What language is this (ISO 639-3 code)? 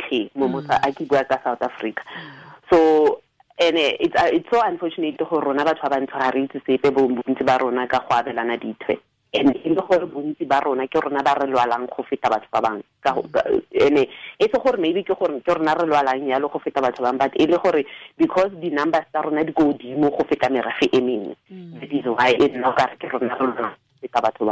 tsn